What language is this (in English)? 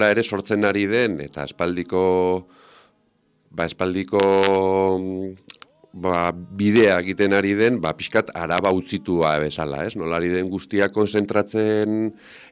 Basque